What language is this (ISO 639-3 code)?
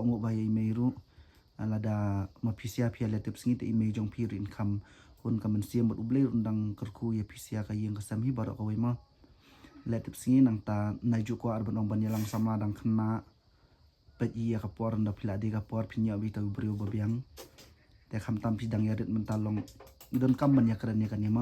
kha